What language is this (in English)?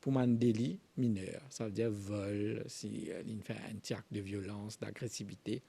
Morisyen